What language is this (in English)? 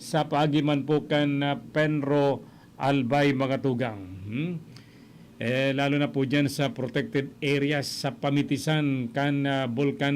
Bikol